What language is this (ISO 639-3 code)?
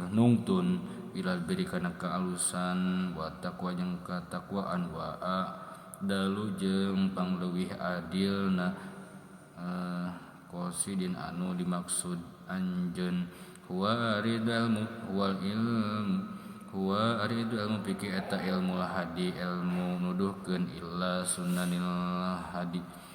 sun